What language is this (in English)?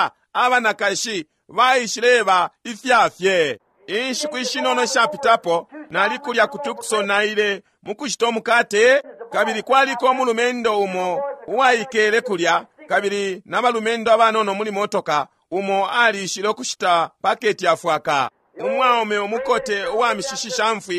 Bemba